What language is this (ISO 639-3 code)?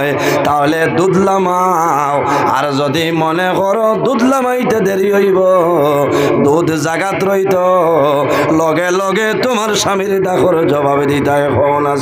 syl